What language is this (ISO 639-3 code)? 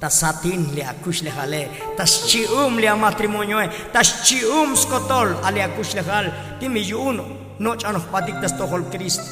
tzo